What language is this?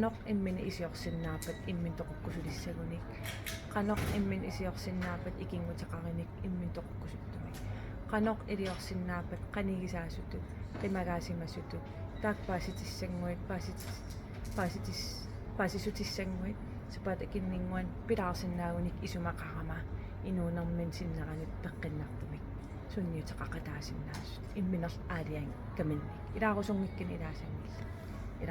Kalaallisut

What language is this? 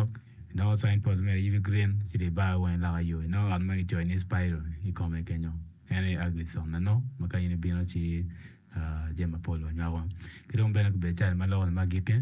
Acoli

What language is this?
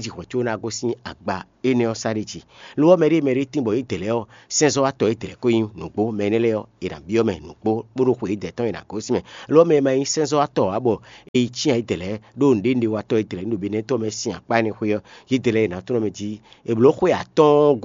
Fon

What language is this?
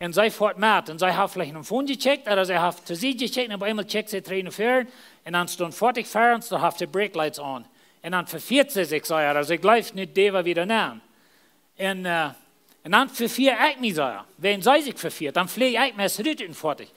Plautdietsch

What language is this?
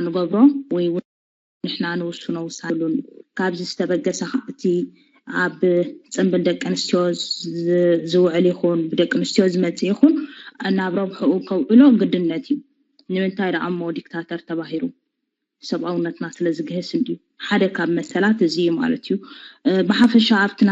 Tigrinya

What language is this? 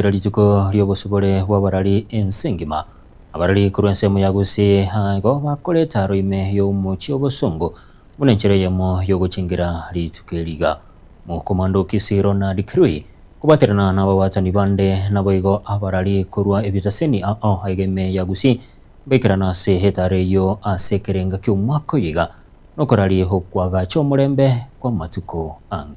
Gusii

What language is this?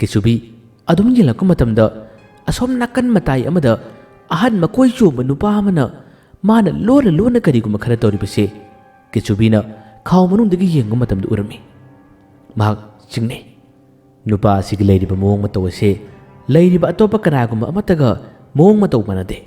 Manipuri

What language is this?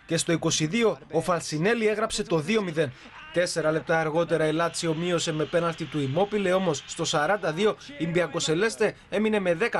Greek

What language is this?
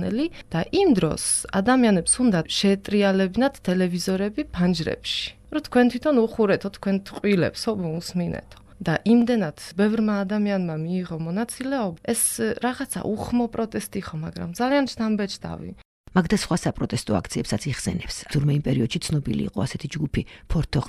Georgian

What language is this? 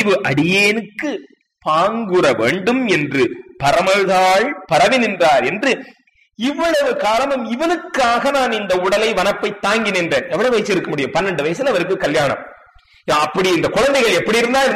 Tamil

